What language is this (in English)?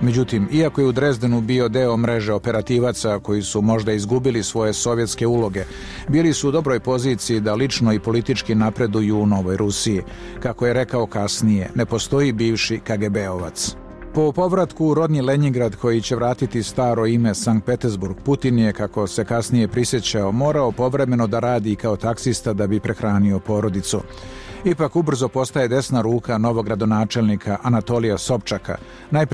Serbian